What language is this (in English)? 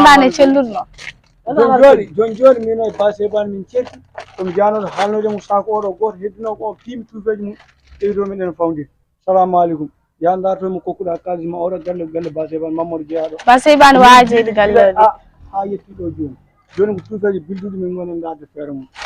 Fula